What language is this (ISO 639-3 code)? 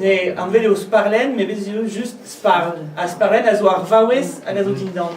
bre